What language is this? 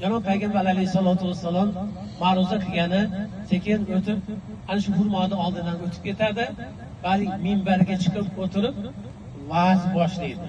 Uzbek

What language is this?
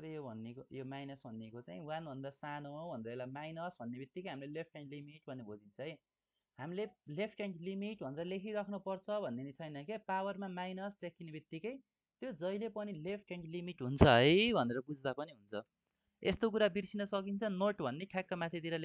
Nepali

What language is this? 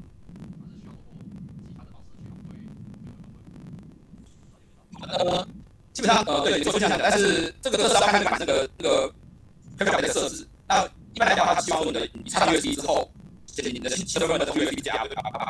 Chinese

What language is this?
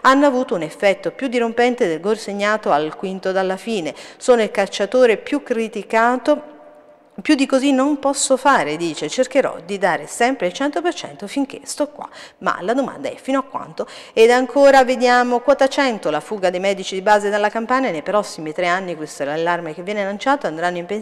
Italian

